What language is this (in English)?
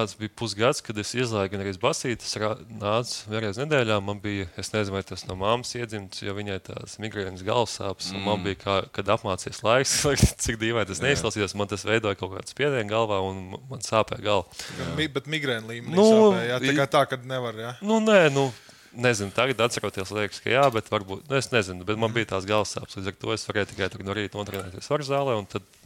Latvian